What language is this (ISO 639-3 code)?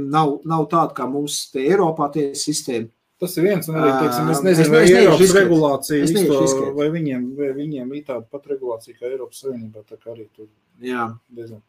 lav